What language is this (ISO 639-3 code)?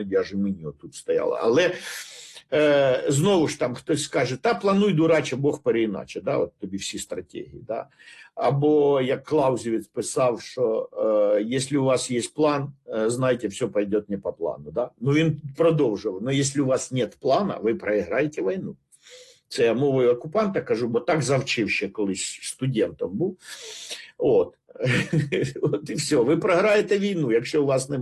ukr